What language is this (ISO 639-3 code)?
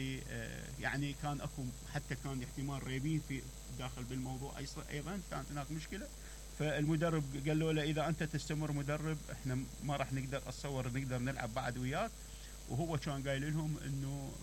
acm